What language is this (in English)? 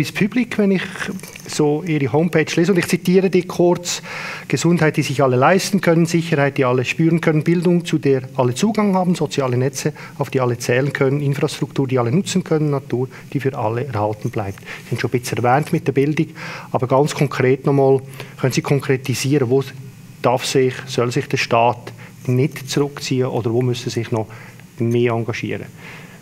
Swiss German